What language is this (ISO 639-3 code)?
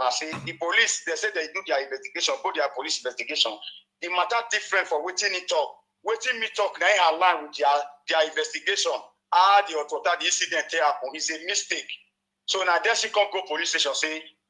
pcm